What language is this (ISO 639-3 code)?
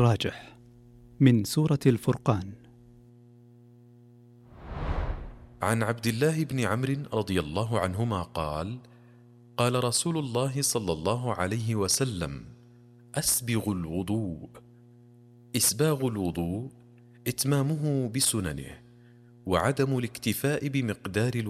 ara